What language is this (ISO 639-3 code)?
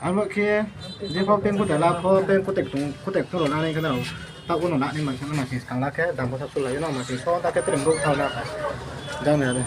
ria